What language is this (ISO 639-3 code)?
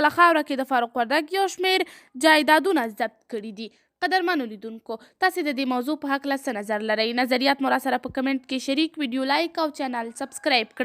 pus